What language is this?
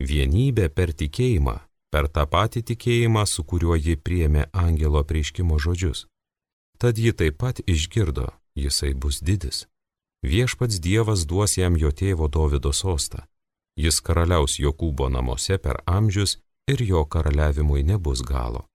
Lithuanian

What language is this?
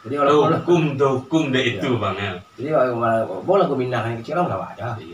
Minangkabau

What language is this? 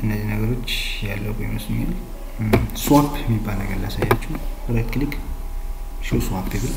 Amharic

